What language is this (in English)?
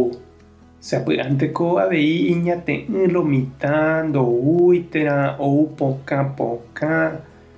Guarani